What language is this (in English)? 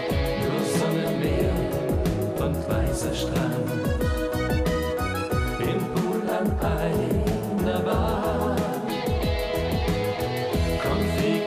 German